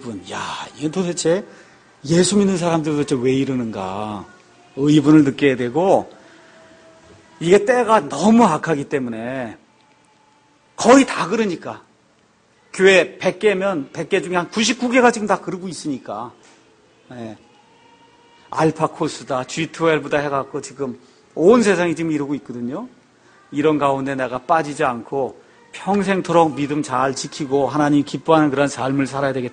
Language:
Korean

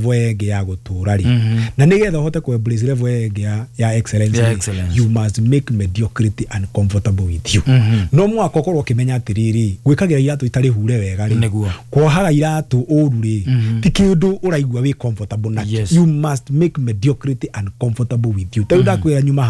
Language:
Kikuyu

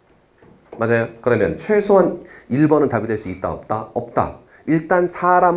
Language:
Korean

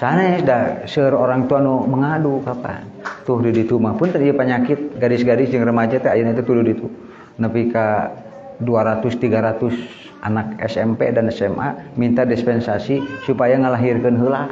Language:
Sundanese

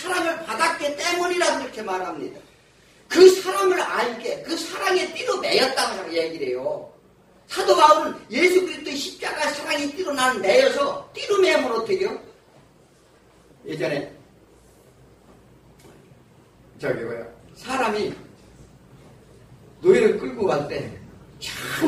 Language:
Korean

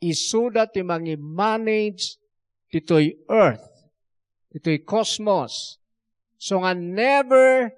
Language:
Iloko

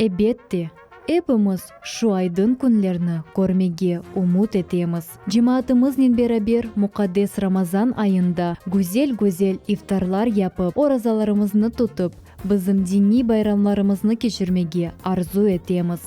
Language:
Crimean Tatar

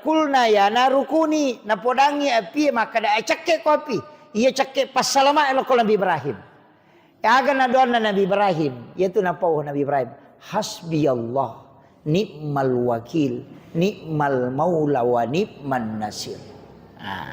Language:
Buginese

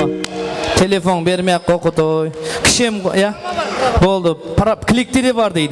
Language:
Kara-Kalpak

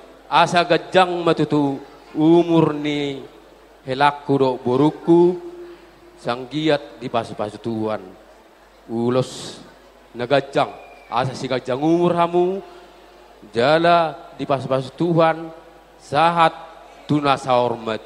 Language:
Batak Toba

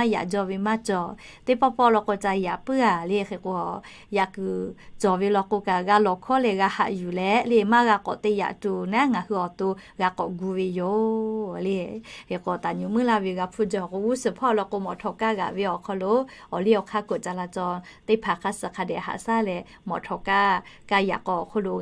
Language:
Lahu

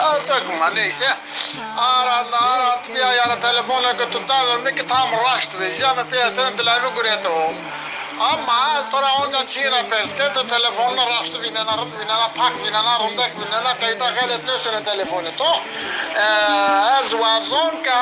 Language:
Zaza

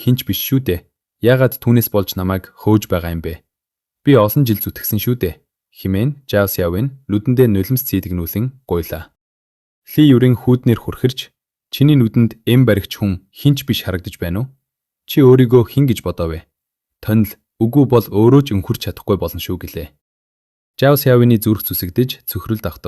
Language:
Mongolian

